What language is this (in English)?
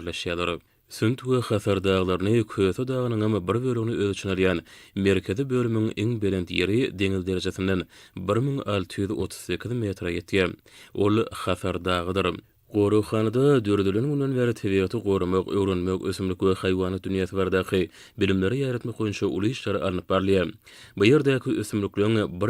Turkmen